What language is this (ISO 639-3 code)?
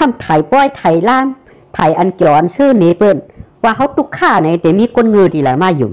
shn